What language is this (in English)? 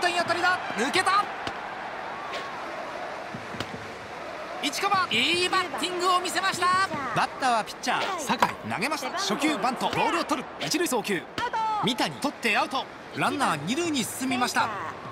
Japanese